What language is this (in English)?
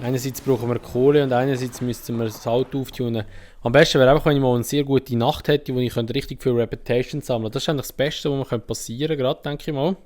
Swiss German